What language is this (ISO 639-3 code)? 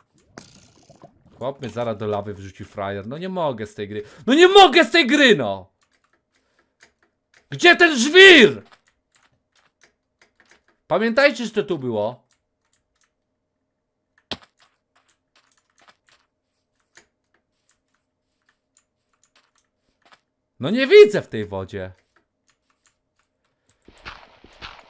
pol